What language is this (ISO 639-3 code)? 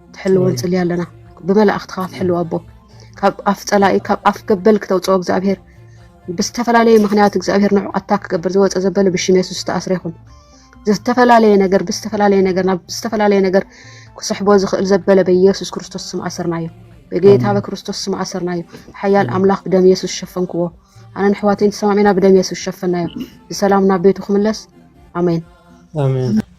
tir